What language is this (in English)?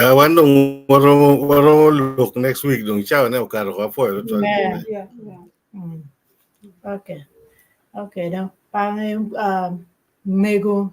Acoli